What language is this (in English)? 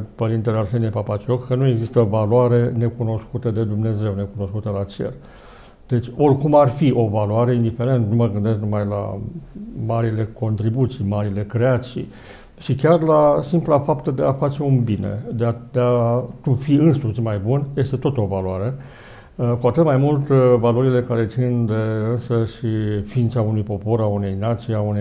Romanian